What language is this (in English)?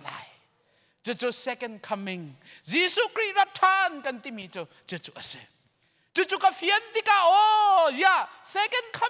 Hakha Chin